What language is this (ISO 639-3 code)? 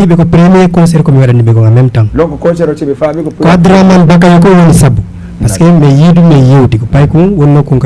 ful